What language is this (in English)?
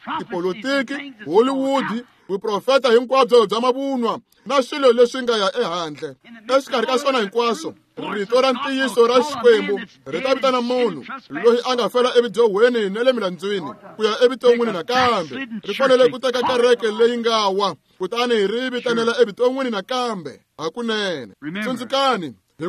Tsonga